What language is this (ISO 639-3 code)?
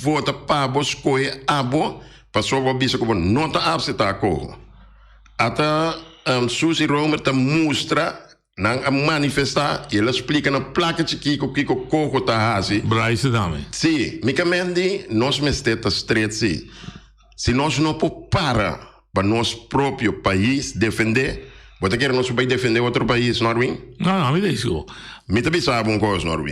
pap